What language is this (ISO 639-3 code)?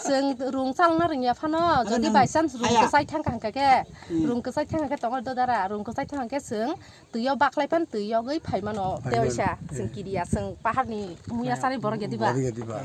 trp